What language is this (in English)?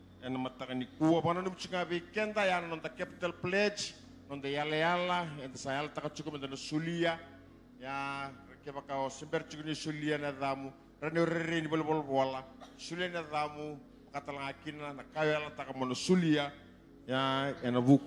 Fijian